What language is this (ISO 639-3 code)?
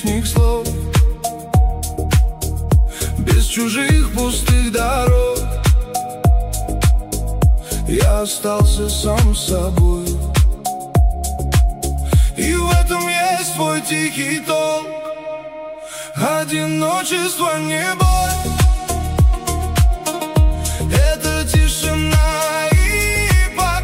rus